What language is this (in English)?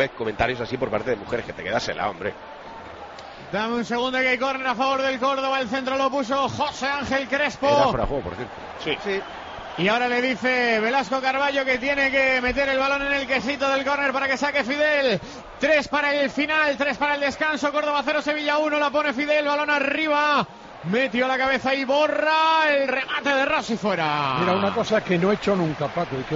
Spanish